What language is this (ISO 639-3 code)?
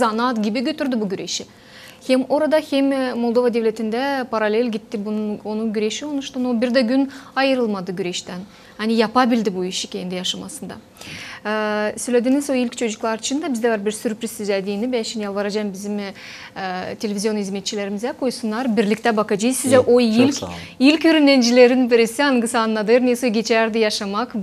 gag